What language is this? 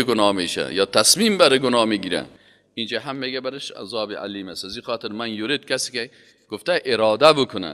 Persian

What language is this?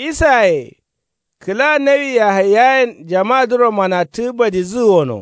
Kanuri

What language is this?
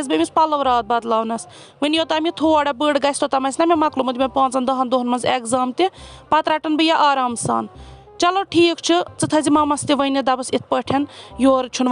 Kashmiri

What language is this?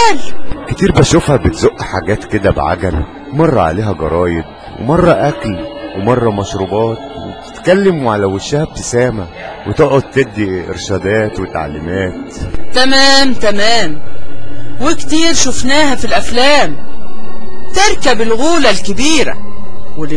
Egyptian Arabic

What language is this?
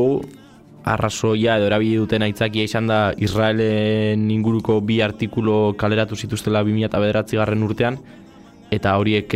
Basque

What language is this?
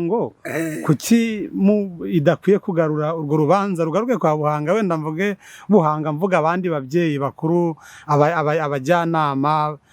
Kinyarwanda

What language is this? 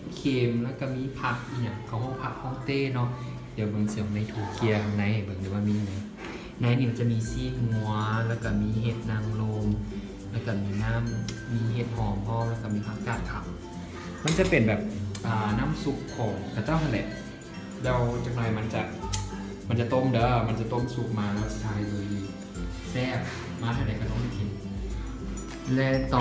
Lao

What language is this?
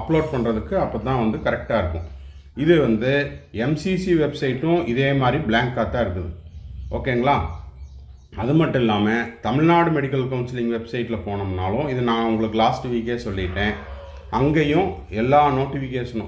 Tamil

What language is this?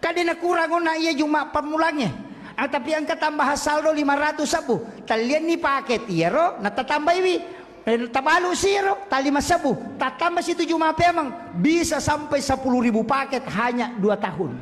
Buginese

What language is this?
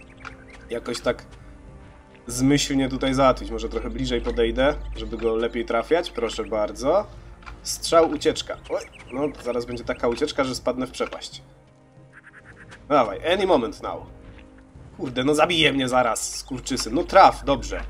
Polish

